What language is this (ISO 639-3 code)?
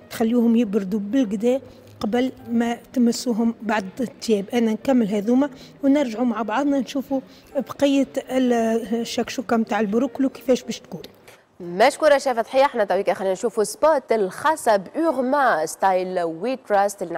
aeb